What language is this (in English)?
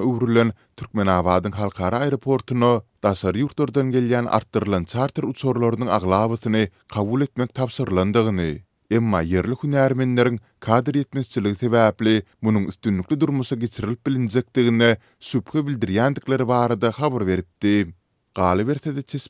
Turkmen